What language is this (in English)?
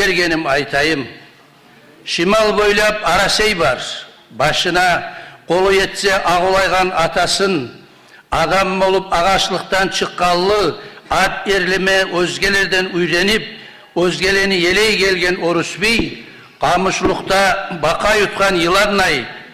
Kumyk